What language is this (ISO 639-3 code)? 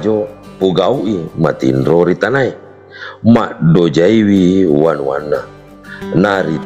bug